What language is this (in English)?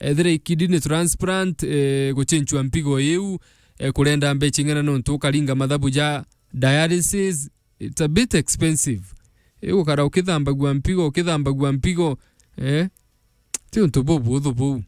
Meru